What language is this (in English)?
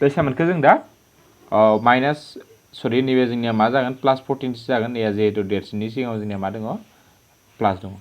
Bodo